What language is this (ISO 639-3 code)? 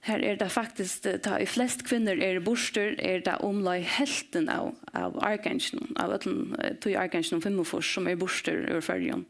fao